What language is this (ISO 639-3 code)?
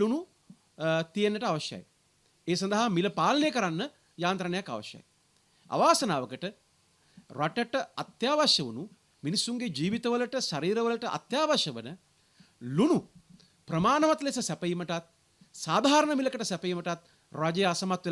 sin